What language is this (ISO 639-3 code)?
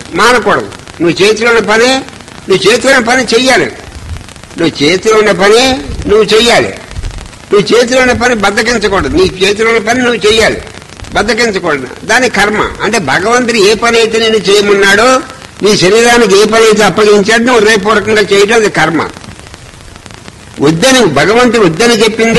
tel